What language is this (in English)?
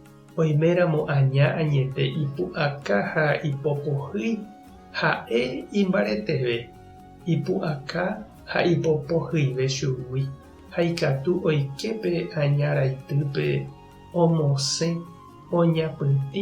Guarani